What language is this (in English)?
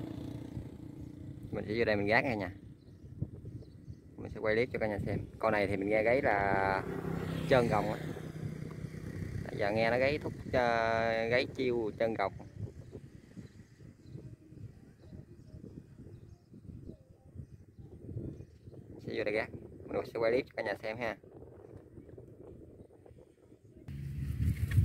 Vietnamese